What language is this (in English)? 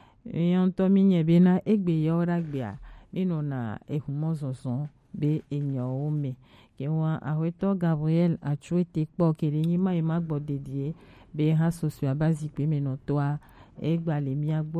Gen